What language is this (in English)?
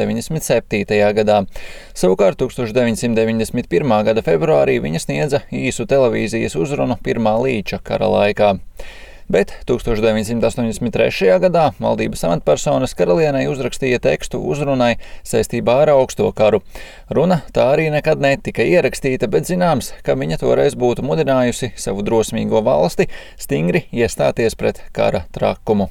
Latvian